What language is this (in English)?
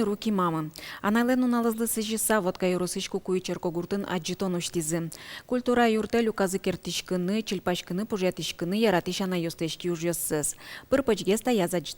Udmurt